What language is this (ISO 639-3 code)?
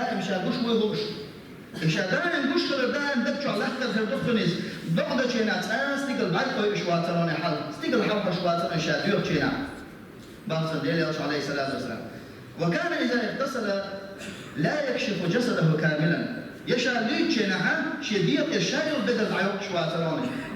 che